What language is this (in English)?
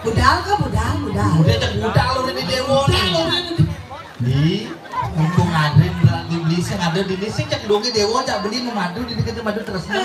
Balinese